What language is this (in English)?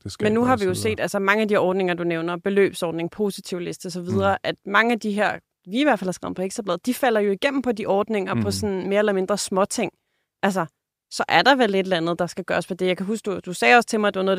Danish